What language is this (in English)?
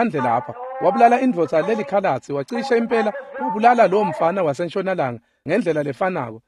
Swati